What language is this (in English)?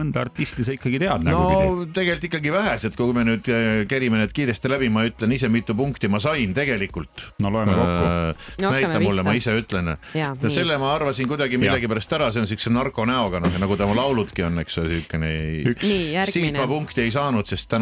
Estonian